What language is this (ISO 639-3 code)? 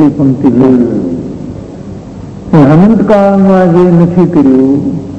guj